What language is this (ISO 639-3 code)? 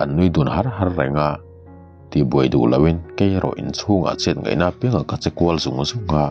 lus